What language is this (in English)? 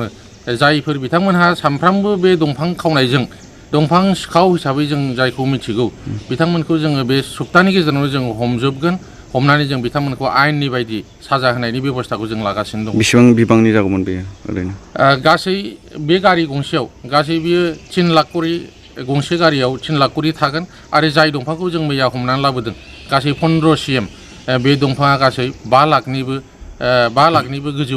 Bodo